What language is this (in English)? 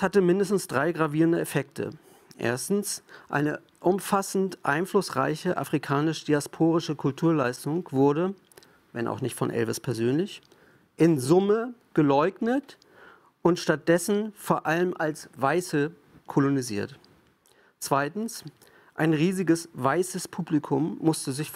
German